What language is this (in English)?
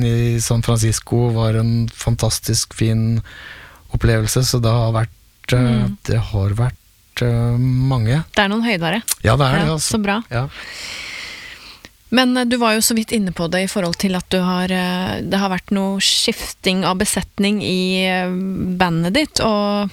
Norwegian